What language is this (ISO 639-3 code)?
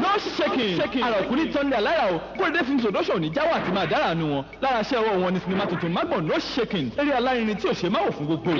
yor